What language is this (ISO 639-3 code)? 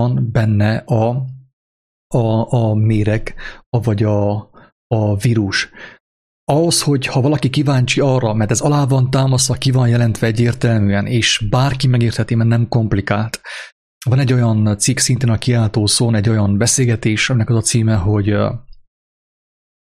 hun